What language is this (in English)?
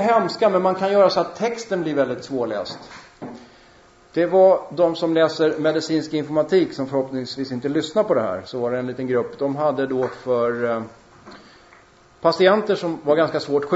Swedish